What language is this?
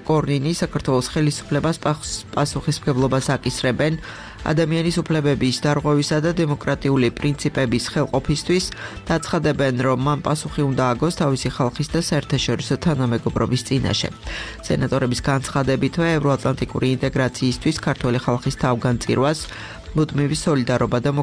Georgian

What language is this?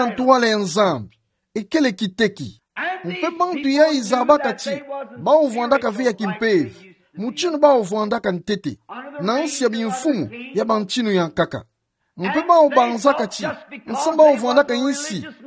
Kituba (Democratic Republic of Congo)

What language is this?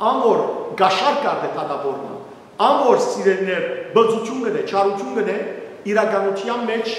Western Armenian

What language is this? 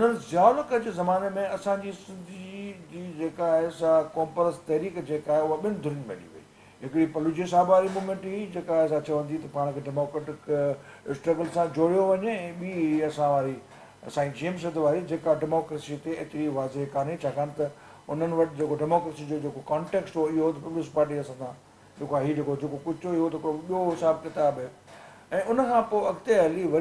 Sindhi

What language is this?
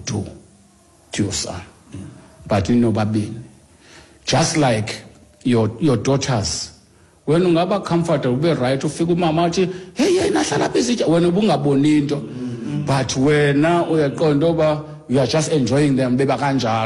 Xhosa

